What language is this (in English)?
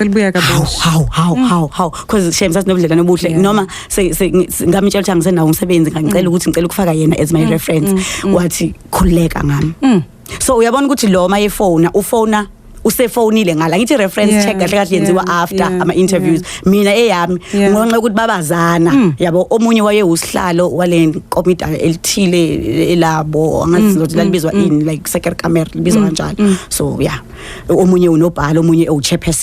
Zulu